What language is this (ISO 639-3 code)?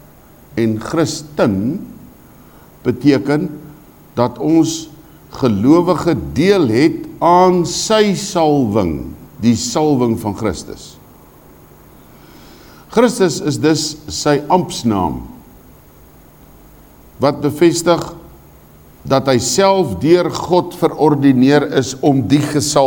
afr